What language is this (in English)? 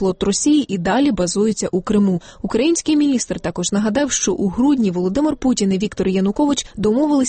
Ukrainian